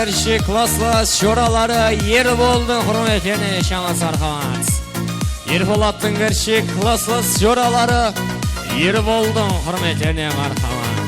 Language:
Kara-Kalpak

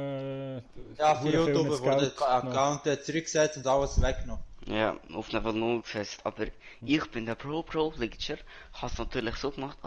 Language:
Swiss German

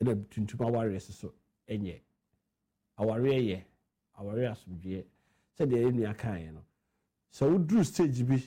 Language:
Akan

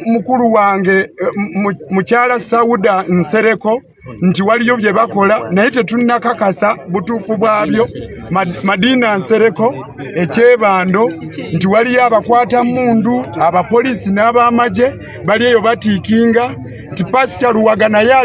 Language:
Ganda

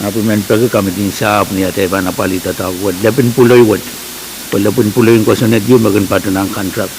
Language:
Pohnpeian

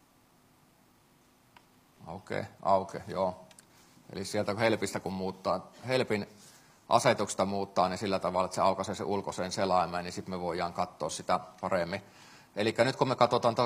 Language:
Finnish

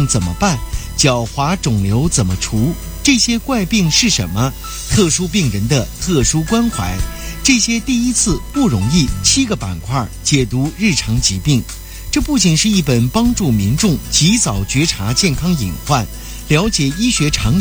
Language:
Chinese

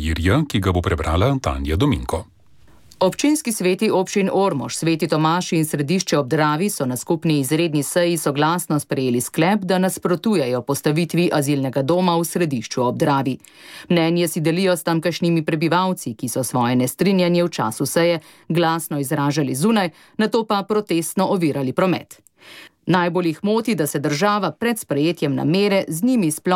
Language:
Slovenian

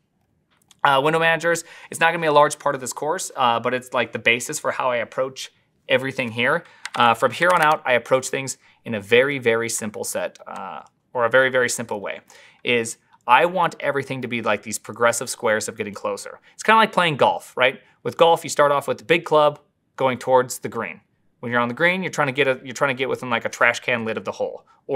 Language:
English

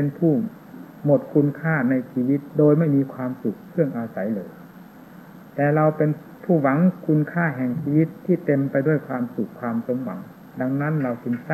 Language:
Thai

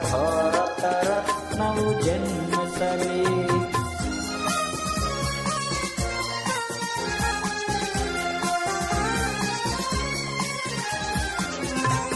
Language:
Kannada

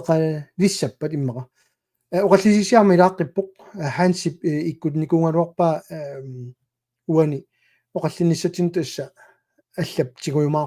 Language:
Kalaallisut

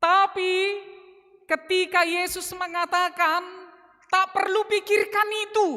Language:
Batak Simalungun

